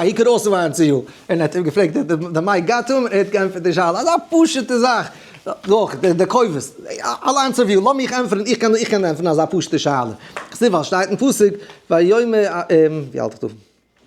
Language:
Yiddish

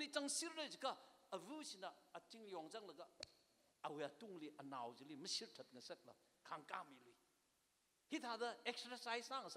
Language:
Tangkhul Naga (India)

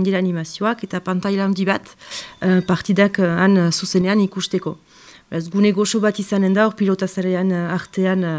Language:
Basque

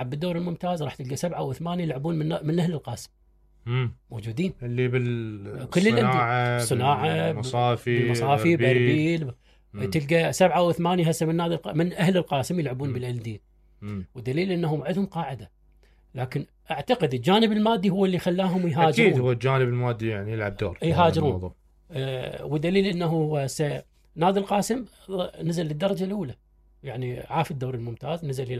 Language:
Mesopotamian Arabic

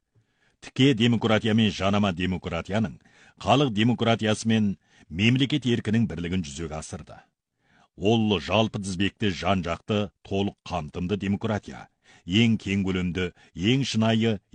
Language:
Kazakh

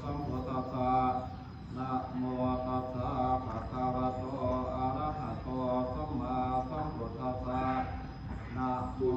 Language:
Pali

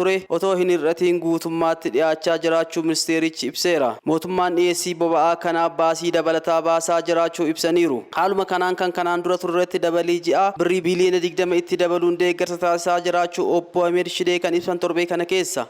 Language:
Oromo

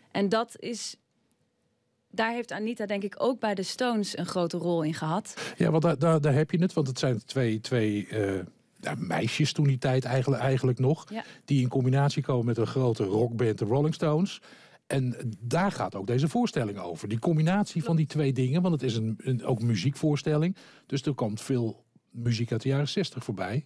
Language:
Dutch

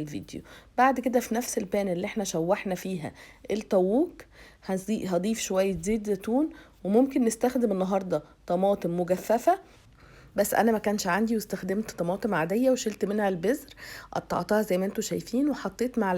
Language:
Egyptian Arabic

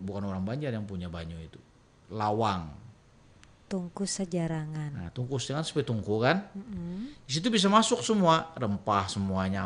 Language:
Banjar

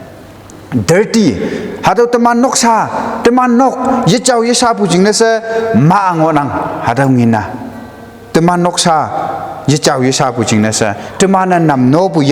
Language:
Konyak Naga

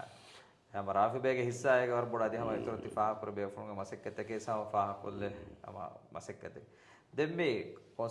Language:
Divehi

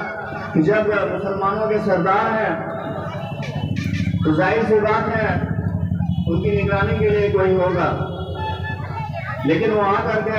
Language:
Urdu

